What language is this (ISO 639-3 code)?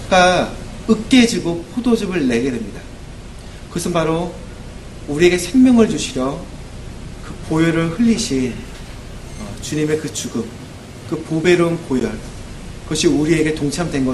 kor